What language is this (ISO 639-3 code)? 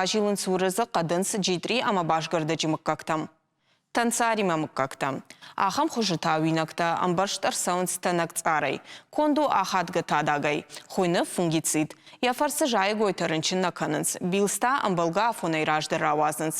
oss